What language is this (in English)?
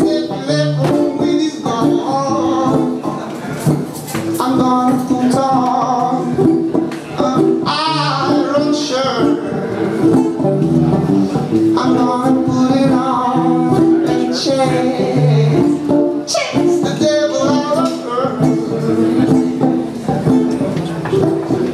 Hebrew